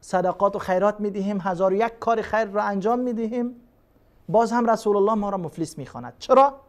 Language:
Persian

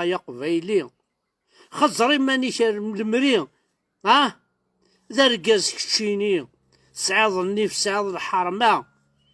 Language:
Kabyle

